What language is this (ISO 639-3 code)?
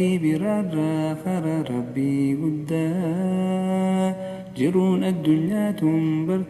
orm